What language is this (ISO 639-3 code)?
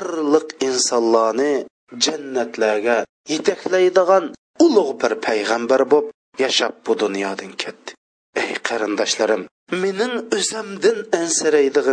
uig